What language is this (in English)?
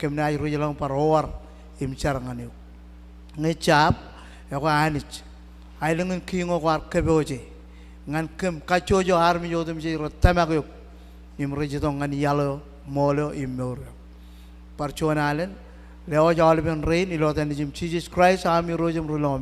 Marshallese